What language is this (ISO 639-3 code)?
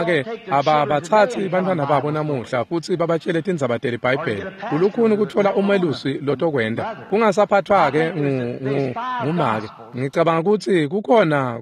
ssw